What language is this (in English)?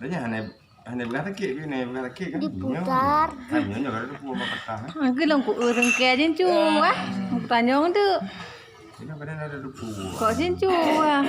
Achinese